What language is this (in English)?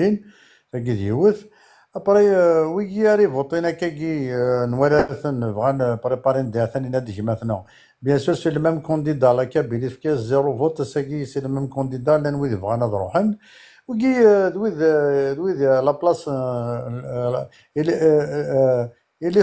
Kabyle